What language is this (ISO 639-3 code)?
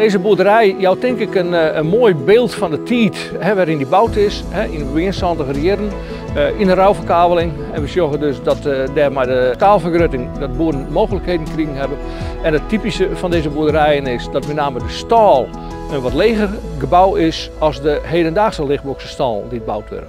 fry